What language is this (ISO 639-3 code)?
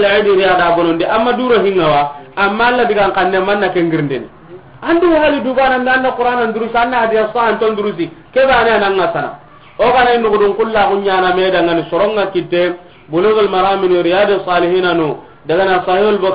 snk